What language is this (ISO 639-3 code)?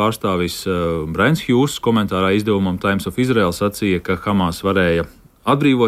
lav